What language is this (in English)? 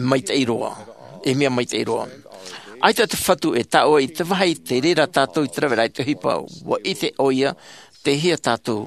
Tahitian